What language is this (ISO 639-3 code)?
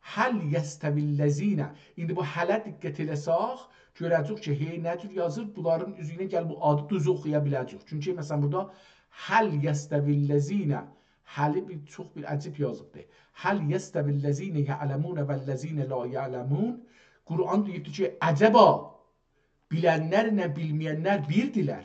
azb